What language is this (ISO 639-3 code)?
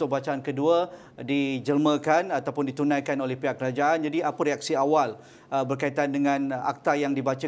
msa